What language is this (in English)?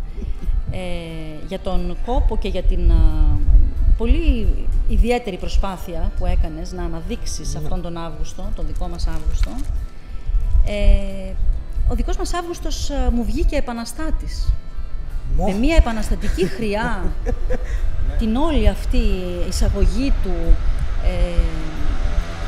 Greek